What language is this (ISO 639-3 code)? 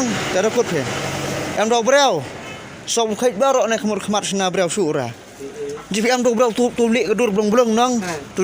kha